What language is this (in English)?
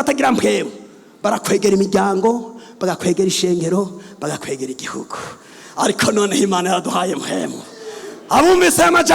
Rundi